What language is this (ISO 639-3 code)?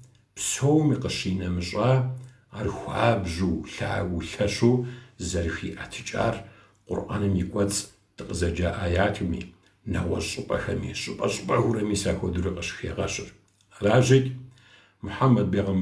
kbd